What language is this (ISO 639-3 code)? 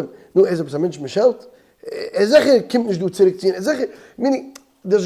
yid